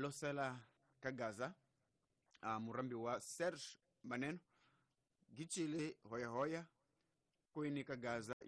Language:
Tsonga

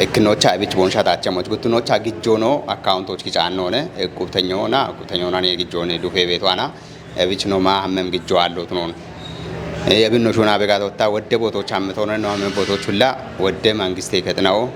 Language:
Kafa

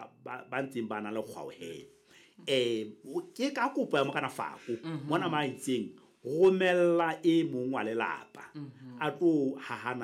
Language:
Southern Sotho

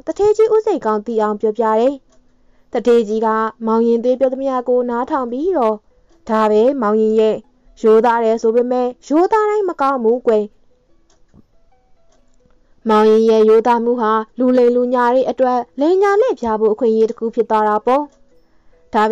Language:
Burmese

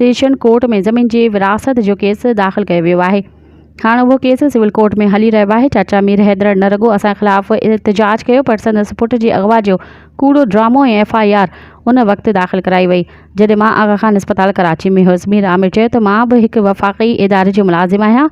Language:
Sindhi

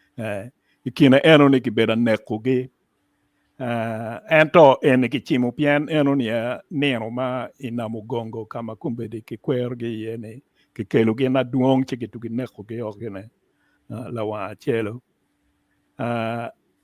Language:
Acoli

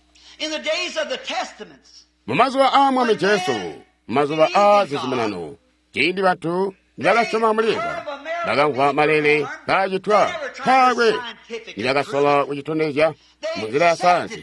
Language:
Tonga (Zambia)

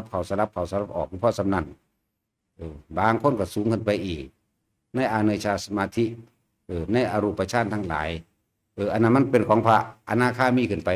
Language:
Northeastern Thai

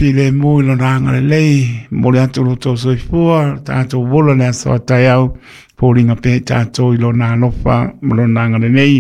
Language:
Samoan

